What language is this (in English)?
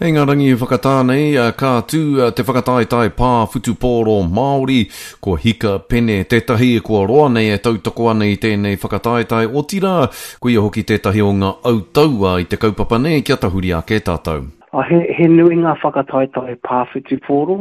Māori